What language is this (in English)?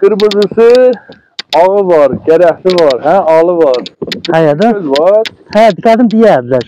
South Azerbaijani